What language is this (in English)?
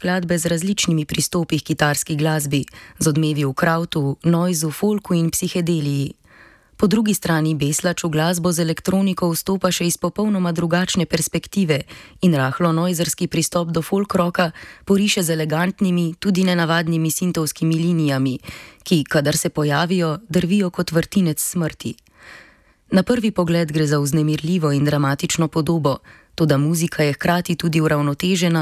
Slovenian